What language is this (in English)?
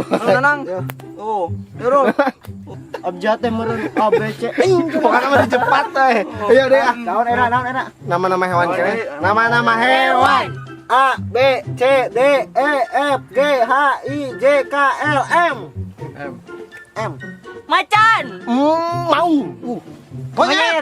Sundanese